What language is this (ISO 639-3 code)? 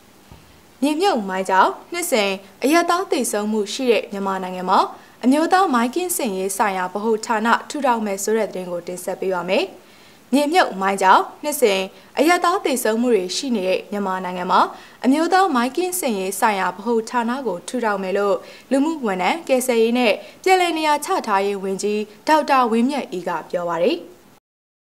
mya